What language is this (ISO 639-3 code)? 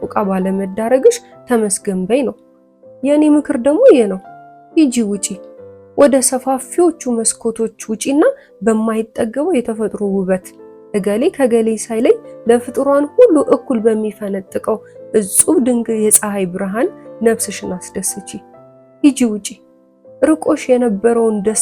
amh